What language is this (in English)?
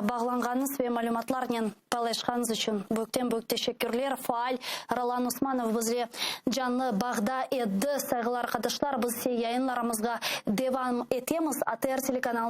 Crimean Tatar